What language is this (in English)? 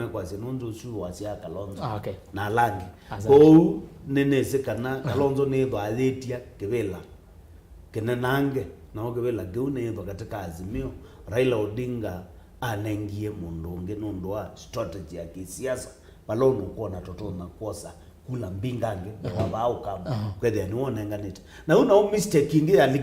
Kamba